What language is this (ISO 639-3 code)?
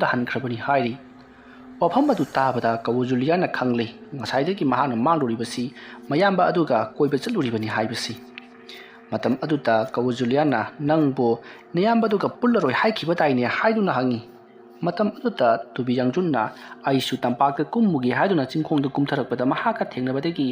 mni